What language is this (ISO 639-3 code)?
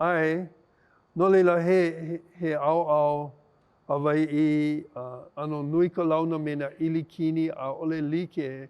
haw